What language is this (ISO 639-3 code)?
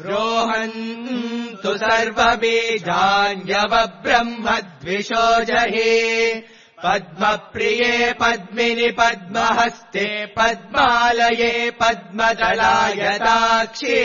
san